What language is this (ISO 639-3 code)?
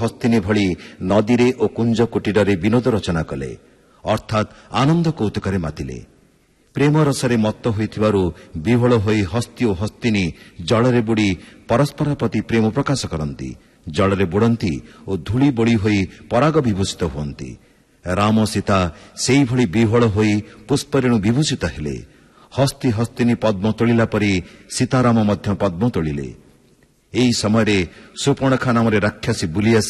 ori